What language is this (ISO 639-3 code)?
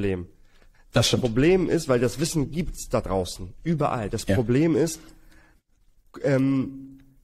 deu